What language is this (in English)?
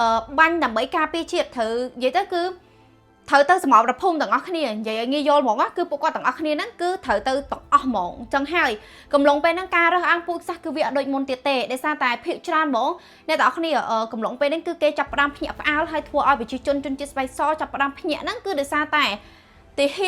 Khmer